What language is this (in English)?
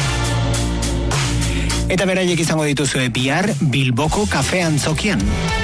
Basque